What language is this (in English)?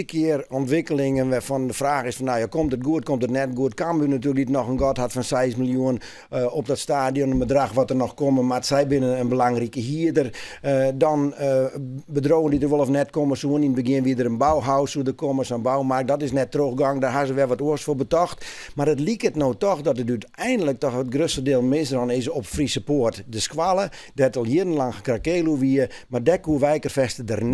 Western Frisian